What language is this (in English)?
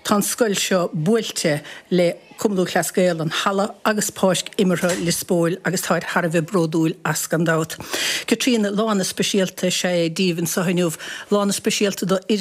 Irish